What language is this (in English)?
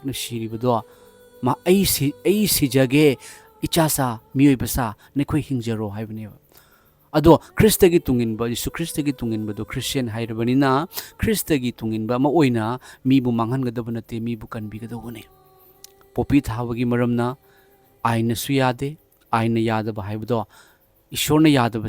Manipuri